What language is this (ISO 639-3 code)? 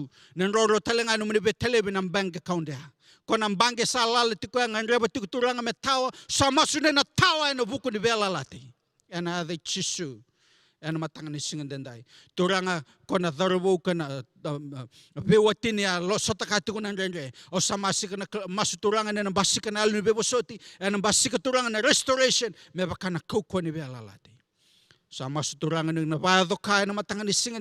fij